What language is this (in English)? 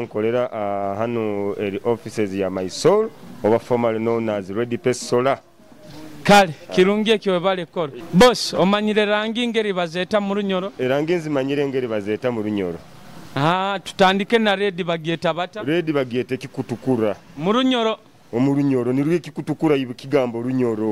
Nyoro